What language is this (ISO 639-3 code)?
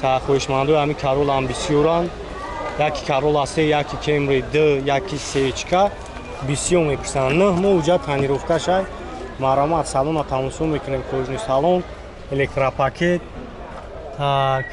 tgk